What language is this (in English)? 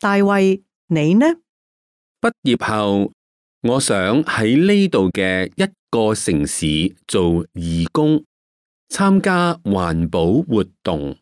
Cantonese